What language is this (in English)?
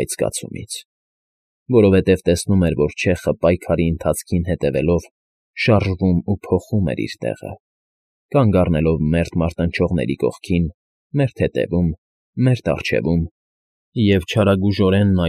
Armenian